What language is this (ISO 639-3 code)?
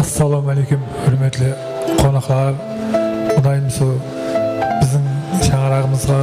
kaa